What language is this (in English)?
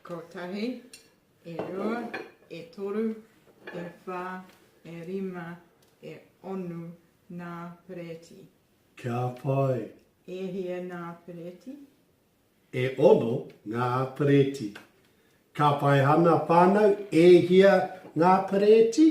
Māori